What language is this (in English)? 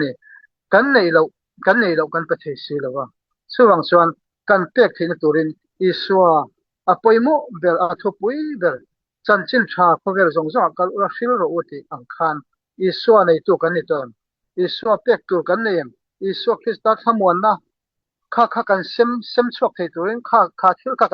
Mizo